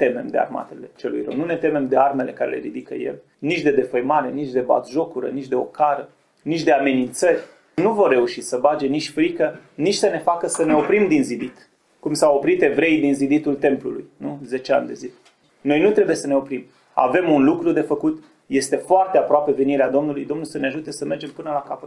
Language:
Romanian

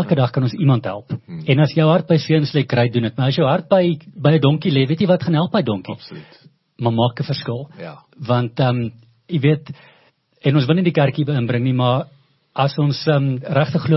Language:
Afrikaans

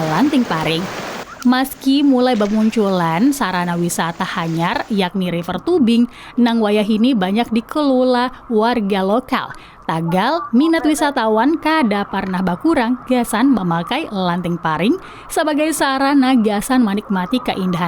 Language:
Banjar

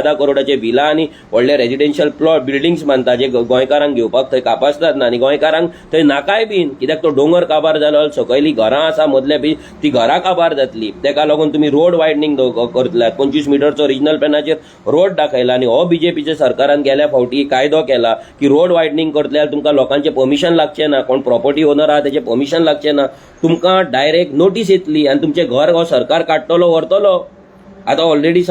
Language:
Konkani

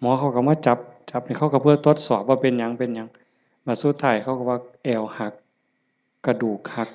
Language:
Northeastern Thai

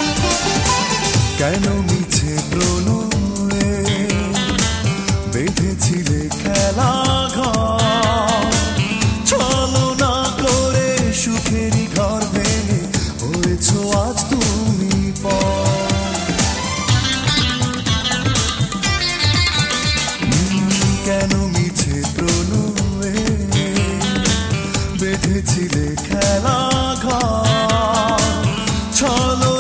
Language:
Bangla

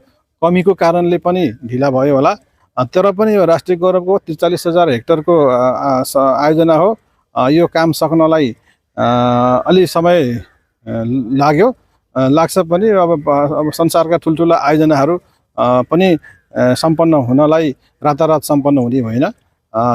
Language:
Nepali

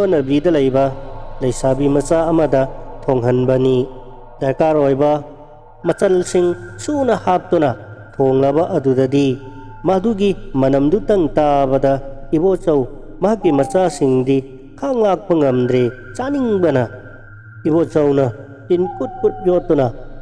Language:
Manipuri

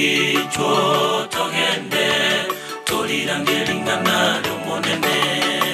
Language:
Gusii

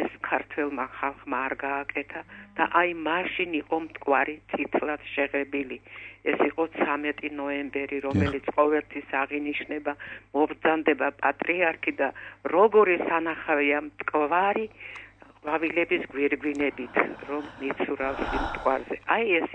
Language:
Georgian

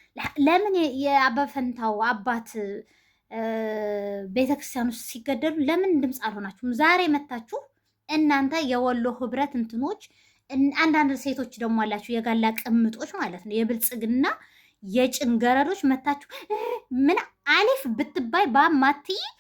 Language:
Amharic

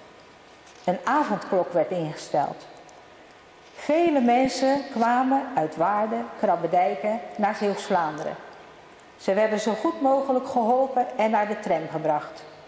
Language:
Dutch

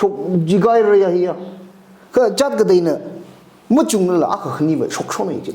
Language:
Tangkhul Naga (India)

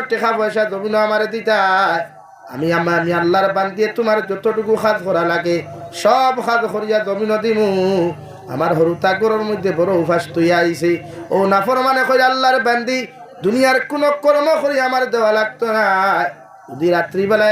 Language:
Sylheti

